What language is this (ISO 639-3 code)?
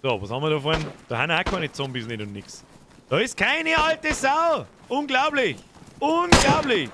bar